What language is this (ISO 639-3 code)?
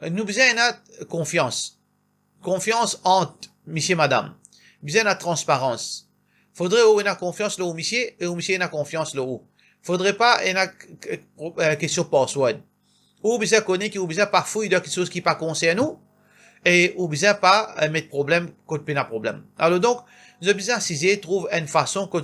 mfe